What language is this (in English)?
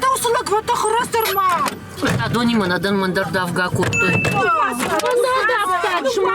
Ossetic